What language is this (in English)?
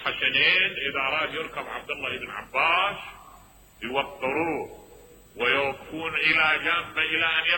Mesopotamian Arabic